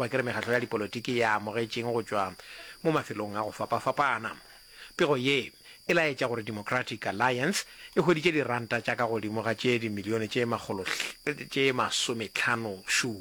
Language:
Northern Sotho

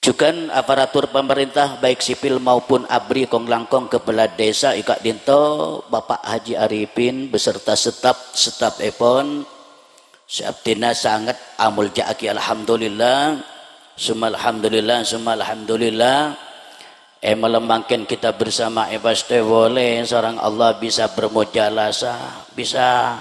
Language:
Madurese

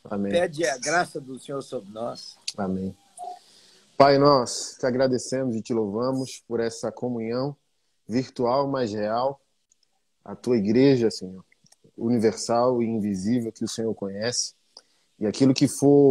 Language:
Portuguese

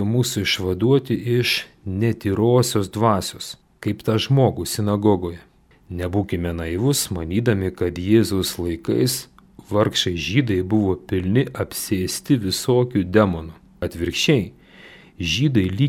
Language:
Lithuanian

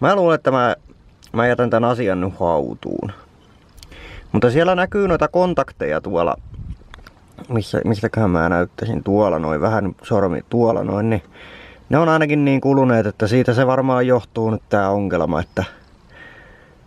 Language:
Finnish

